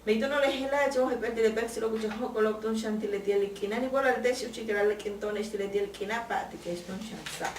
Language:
Yucateco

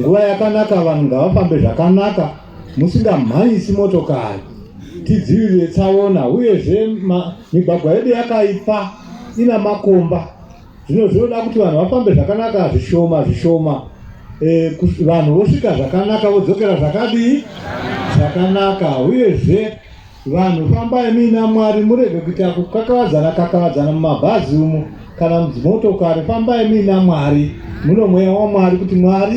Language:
Shona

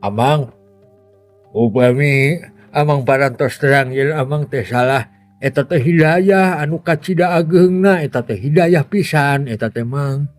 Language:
Sundanese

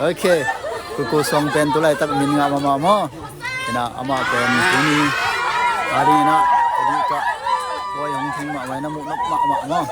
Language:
Tedim Chin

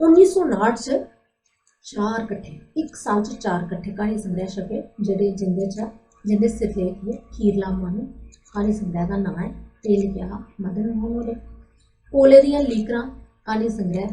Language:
Dogri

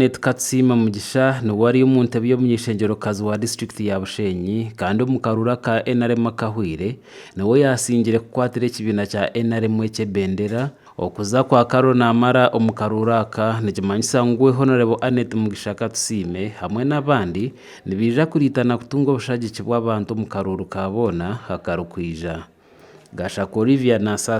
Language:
Nyankole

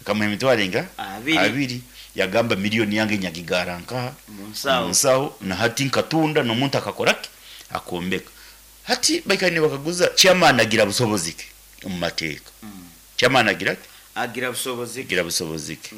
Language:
Nyankole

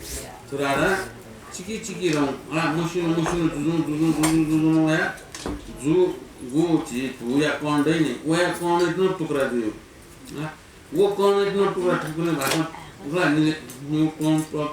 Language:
Newari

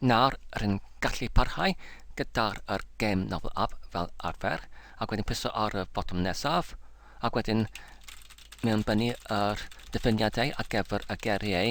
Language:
Welsh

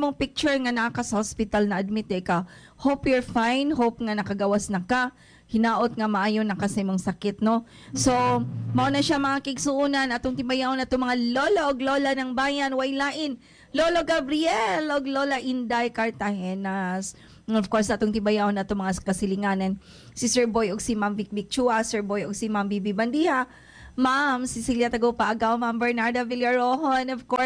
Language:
Cebuano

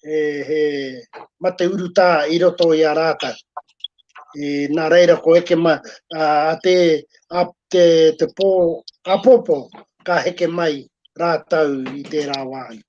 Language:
Māori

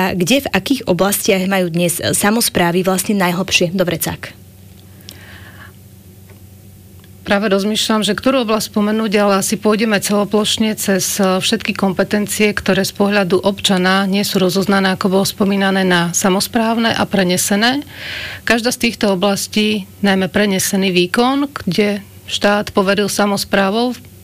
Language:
Slovak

